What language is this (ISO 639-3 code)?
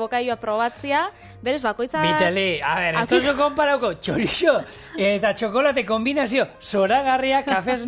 eus